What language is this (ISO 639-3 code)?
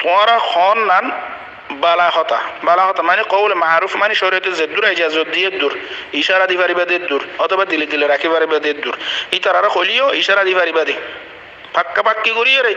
rhg